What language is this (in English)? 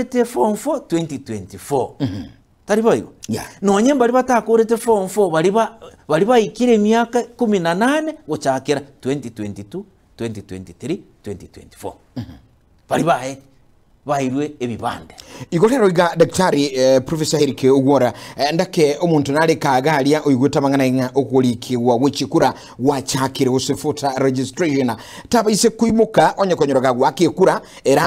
Gusii